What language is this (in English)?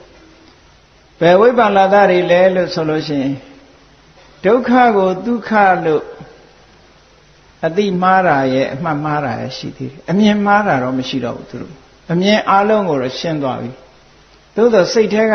Burmese